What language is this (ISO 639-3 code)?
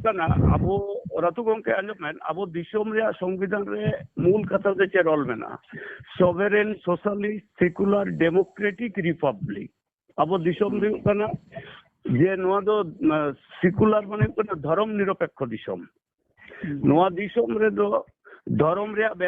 sat